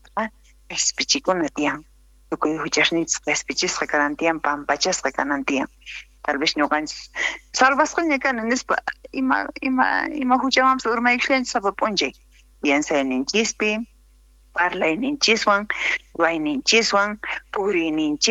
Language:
South Bolivian Quechua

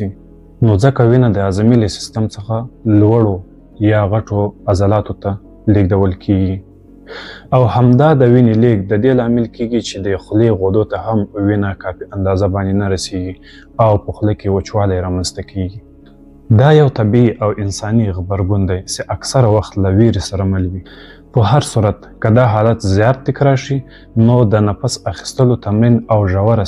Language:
Pashto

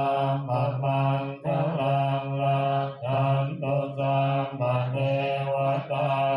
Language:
Pali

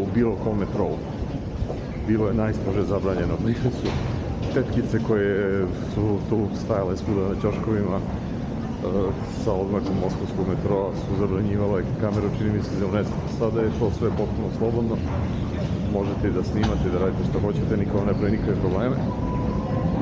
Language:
Serbian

